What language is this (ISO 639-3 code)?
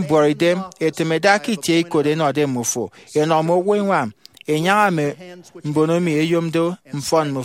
efi